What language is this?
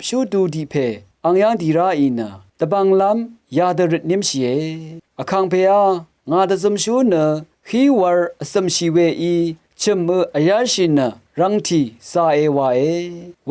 Rawang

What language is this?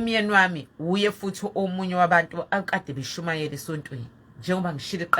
Zulu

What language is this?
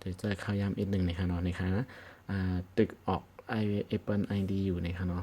Shan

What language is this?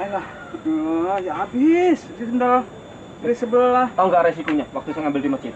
Betawi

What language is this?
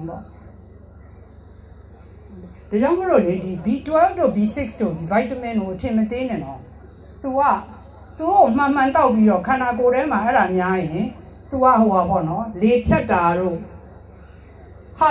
Burmese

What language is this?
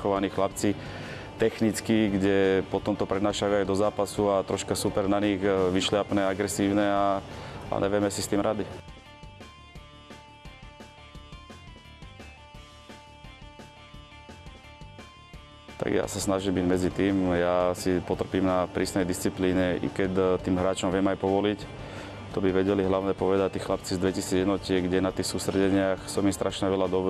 Slovak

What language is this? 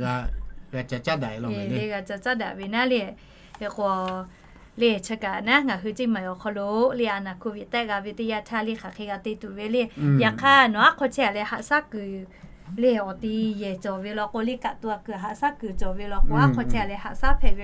Lahu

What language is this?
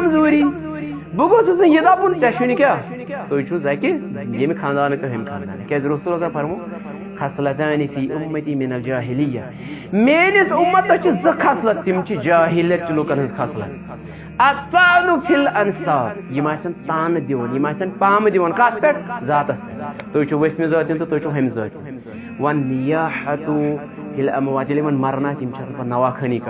Kashmiri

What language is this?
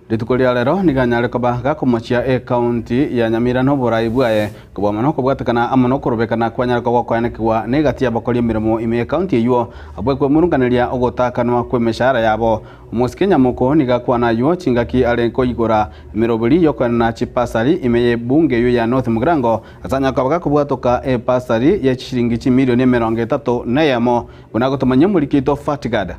Gusii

